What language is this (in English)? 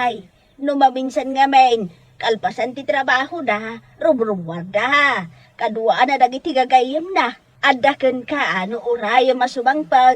Iloko